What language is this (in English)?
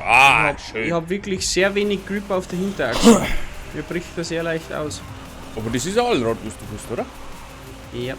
Bavarian